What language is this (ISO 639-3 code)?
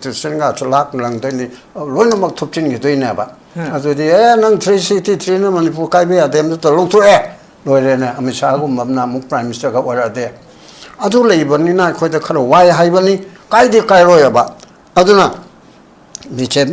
mni